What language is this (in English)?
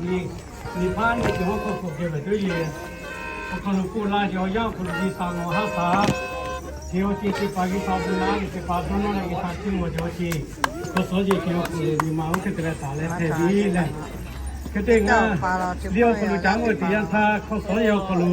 Lahu